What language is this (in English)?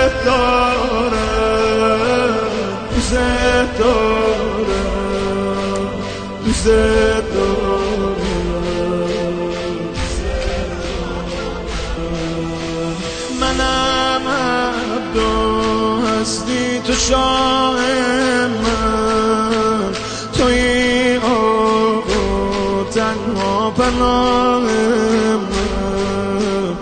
Persian